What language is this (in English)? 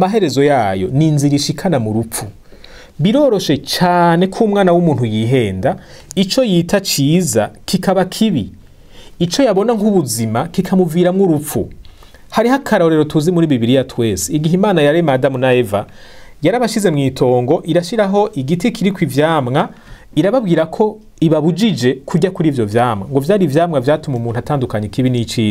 Rundi